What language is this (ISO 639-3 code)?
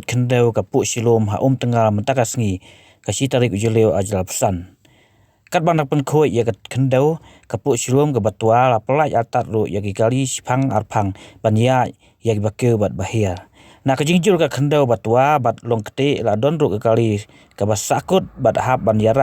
kha